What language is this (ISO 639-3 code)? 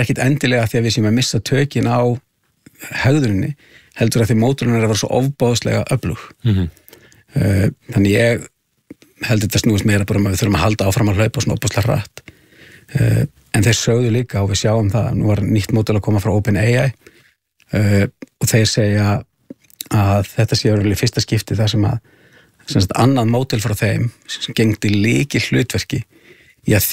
isl